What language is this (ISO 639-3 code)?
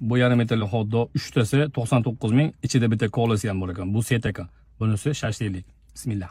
uzb